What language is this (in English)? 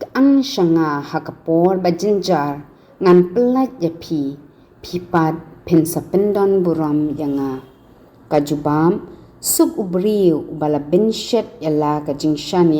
Khasi